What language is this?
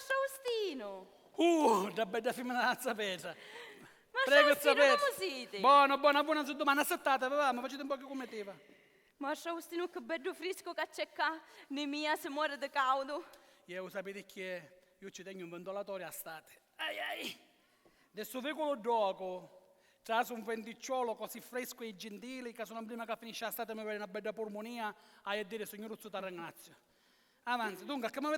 Sicilian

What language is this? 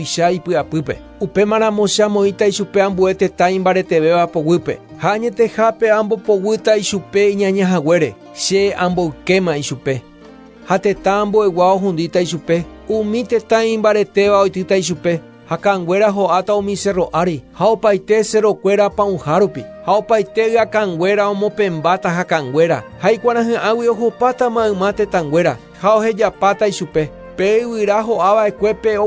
Guarani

